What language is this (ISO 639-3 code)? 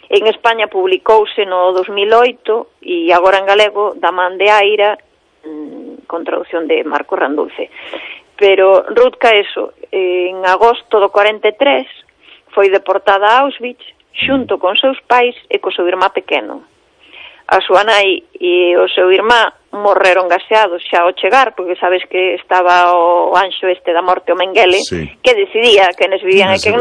glg